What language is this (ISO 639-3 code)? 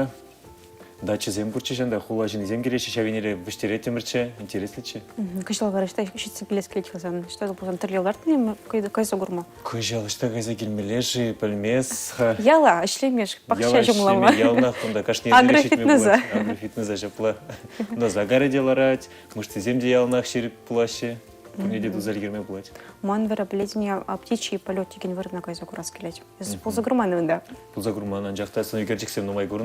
chv